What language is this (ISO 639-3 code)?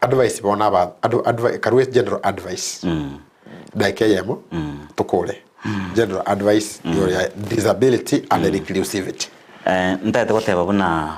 guz